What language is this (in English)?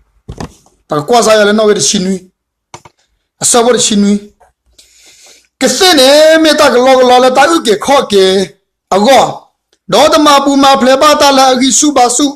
S'gaw Karen